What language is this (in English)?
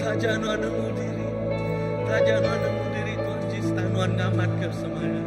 Iban